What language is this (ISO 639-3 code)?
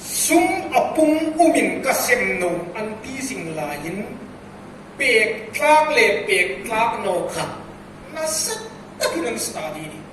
hmr